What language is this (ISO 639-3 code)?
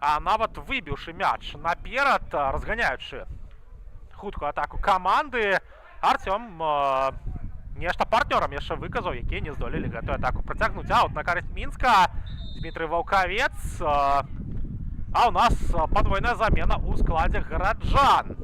bel